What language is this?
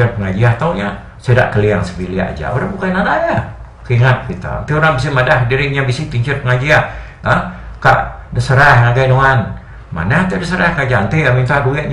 Iban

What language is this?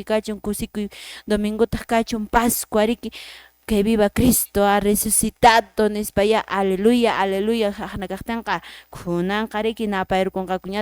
Quechua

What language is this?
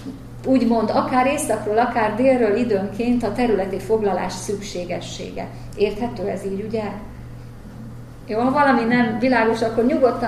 Hungarian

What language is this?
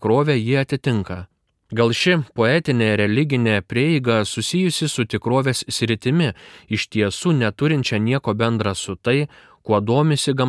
Lithuanian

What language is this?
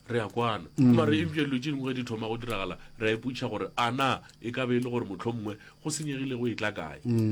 Northern Sotho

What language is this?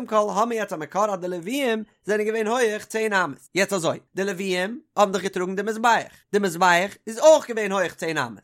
Yiddish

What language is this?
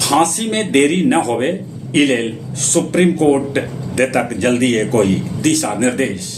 Magahi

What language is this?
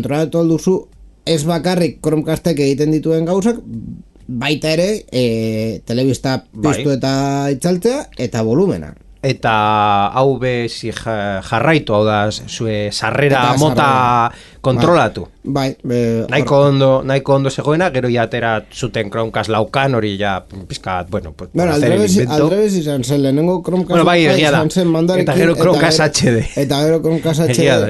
Basque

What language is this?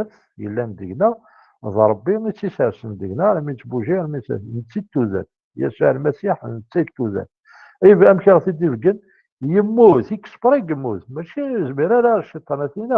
Kabyle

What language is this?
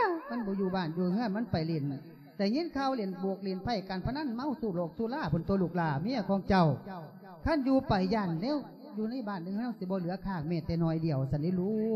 Lao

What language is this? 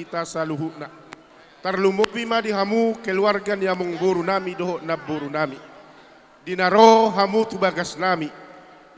Batak Toba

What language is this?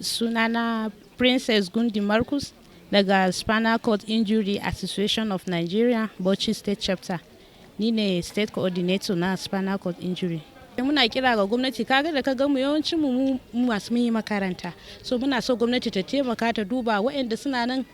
Hausa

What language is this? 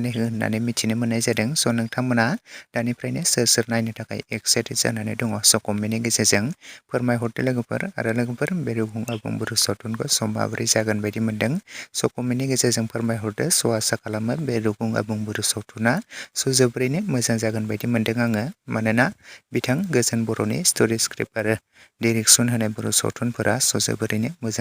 Bodo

